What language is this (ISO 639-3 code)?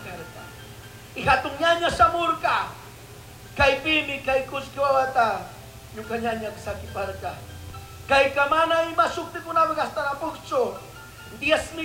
qug